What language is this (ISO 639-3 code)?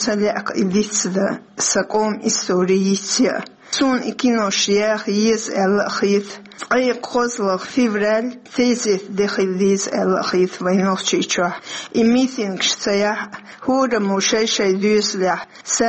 che